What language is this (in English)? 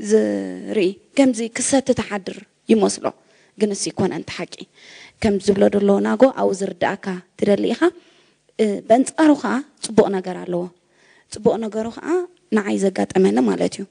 Tigrinya